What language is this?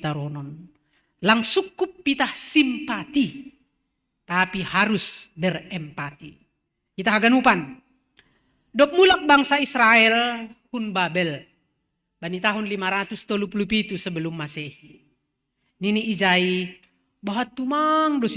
Batak Simalungun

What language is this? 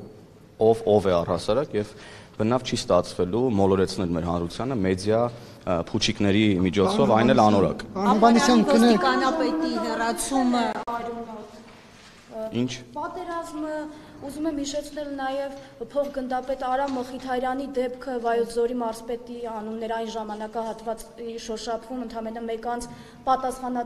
Armenian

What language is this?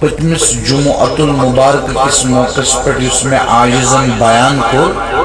Kashmiri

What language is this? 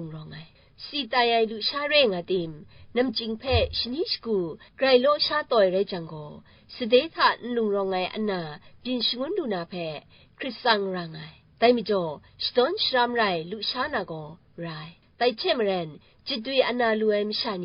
Kachin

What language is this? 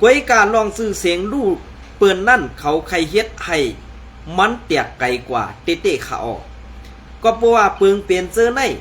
Shan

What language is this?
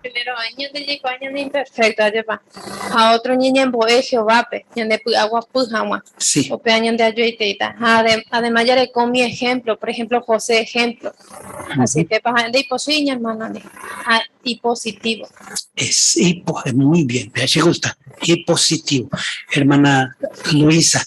Guarani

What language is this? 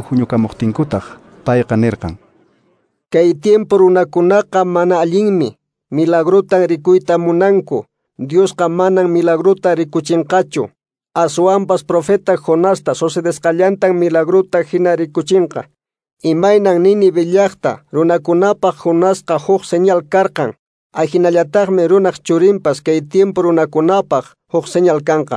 Quechua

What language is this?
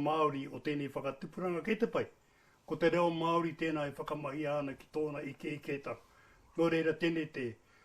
Māori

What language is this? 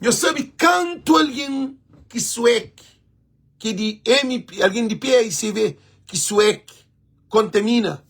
Kabuverdianu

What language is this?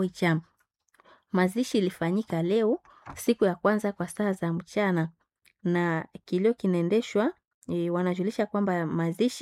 Swahili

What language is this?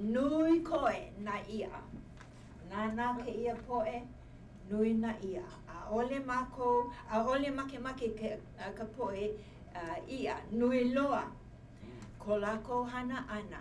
Hawaiian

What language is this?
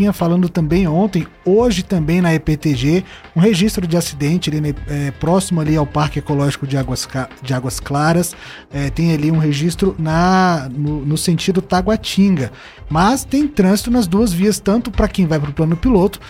Portuguese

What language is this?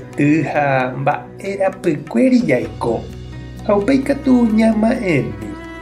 Guarani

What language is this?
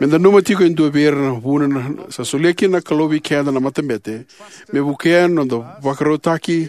Fijian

